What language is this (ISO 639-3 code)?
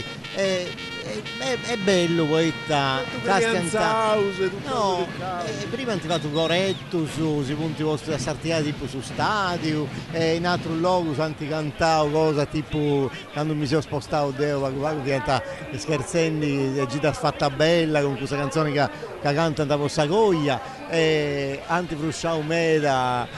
srd